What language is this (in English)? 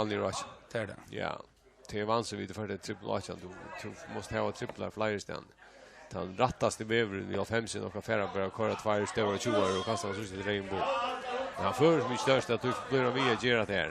Faroese